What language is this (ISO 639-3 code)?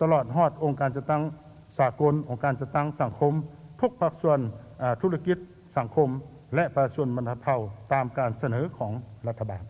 lao